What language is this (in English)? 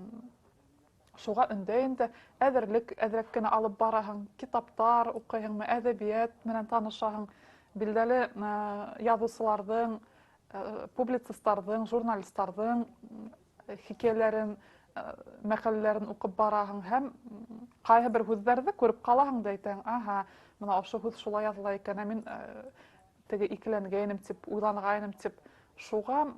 Bashkir